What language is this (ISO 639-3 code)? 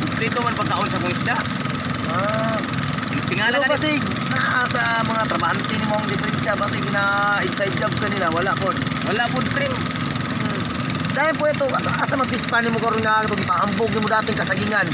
ceb